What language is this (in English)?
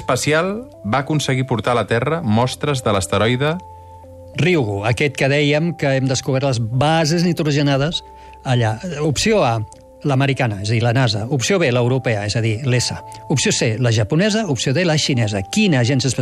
Catalan